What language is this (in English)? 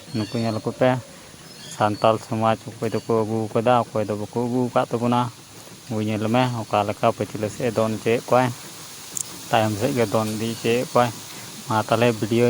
Santali